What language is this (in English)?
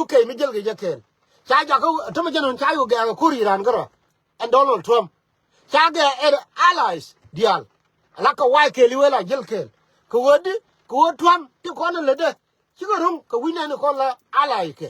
Nuer